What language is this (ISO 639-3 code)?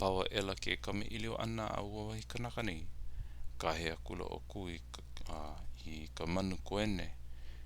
haw